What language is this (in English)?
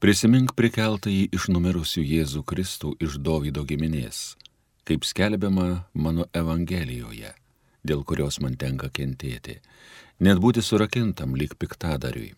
Lithuanian